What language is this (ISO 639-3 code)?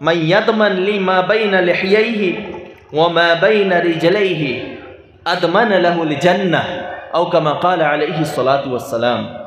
syl